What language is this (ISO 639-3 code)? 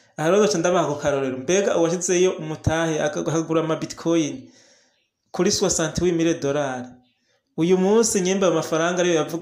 run